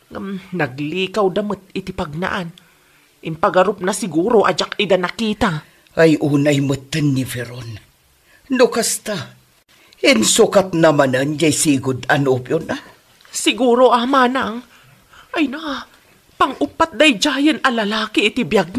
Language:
Iloko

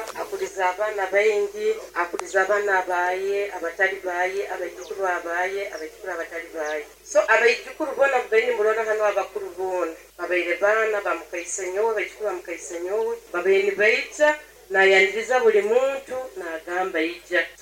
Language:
Nyoro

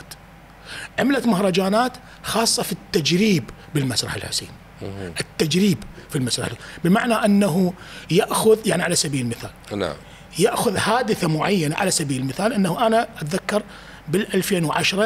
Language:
Mesopotamian Arabic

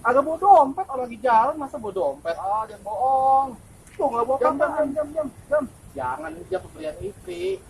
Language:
Betawi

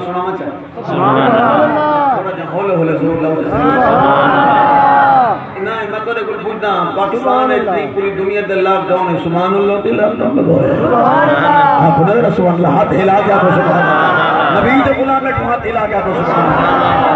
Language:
Saraiki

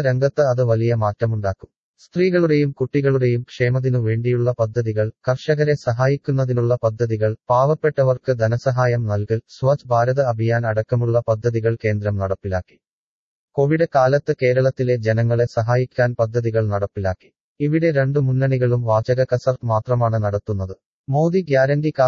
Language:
Malayalam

